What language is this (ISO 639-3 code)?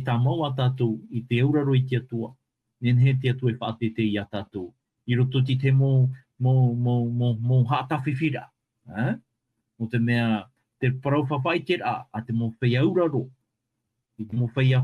tah